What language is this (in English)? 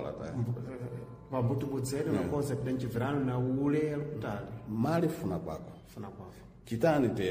Sena